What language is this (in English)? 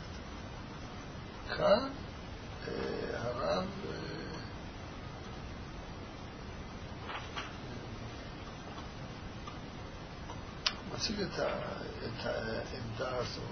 Hebrew